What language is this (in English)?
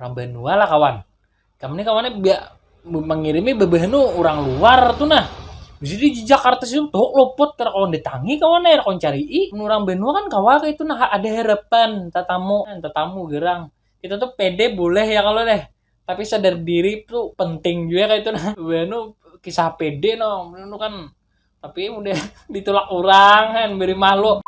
Banjar